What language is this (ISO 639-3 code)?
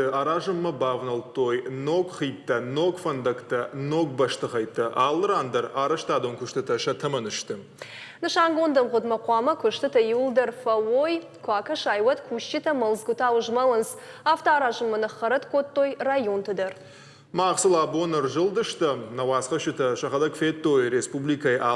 oss